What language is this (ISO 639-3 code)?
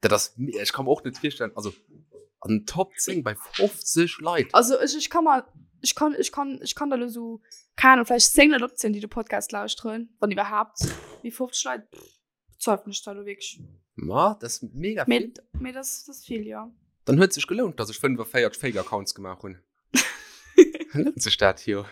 ltz